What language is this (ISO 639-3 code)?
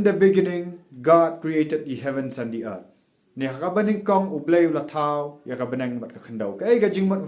kha